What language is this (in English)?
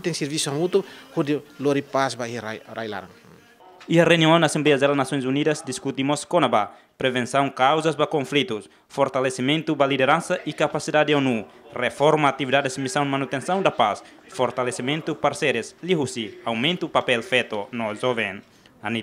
Tetum